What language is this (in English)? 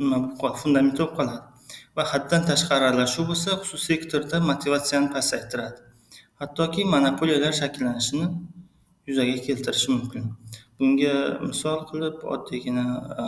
Uzbek